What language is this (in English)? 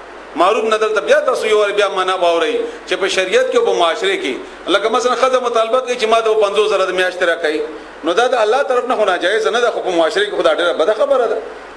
Pashto